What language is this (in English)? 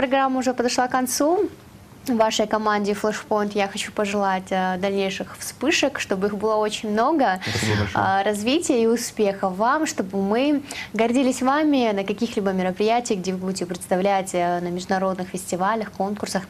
Russian